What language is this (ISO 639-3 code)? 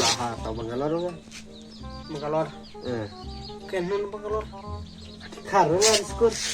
kha